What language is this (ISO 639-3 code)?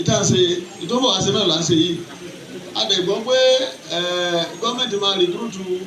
yor